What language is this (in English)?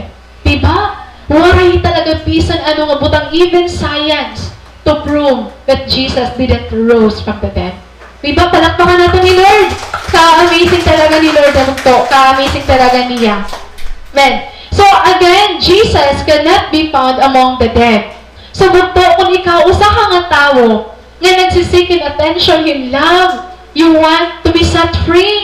Waray